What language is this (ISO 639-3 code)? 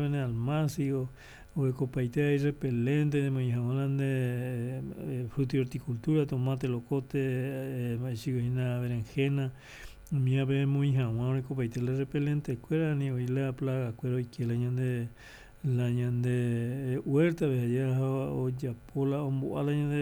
grn